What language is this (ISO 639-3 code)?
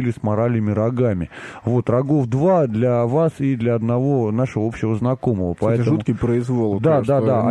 rus